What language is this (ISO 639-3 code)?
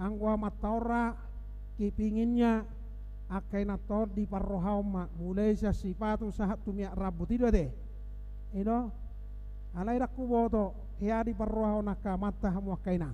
bbc